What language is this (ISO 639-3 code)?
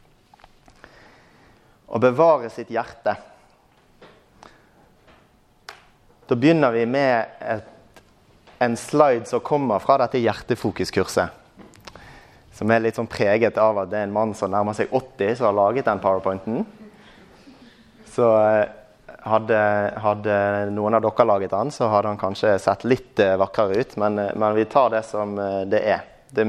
nor